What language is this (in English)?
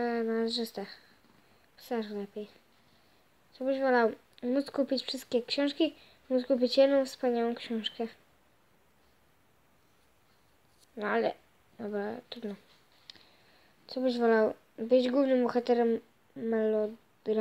Polish